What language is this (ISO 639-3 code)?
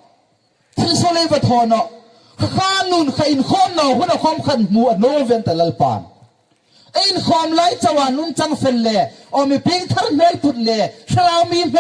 hmr